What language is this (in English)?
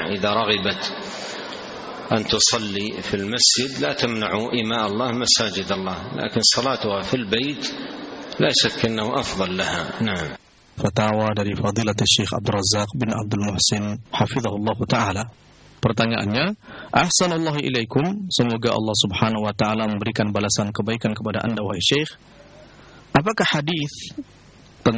Indonesian